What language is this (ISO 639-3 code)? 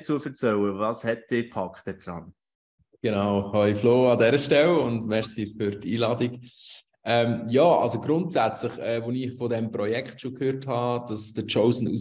gsw